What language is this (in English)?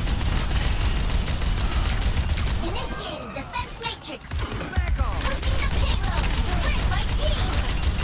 English